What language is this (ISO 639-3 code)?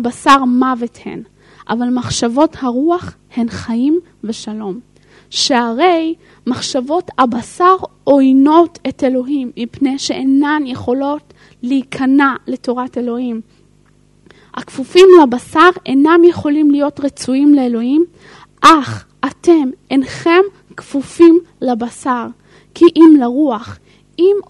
heb